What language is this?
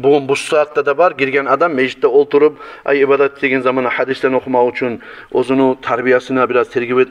Kumyk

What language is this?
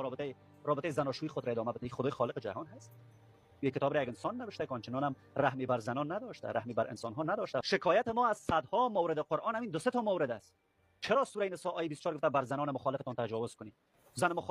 Persian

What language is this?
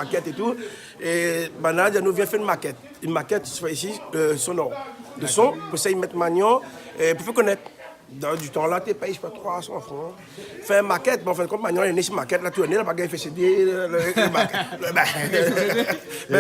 Réunion Creole French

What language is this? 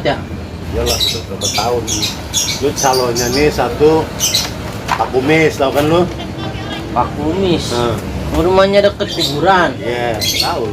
Betawi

